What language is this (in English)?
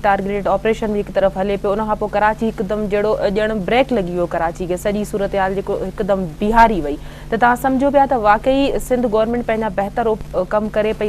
Sindhi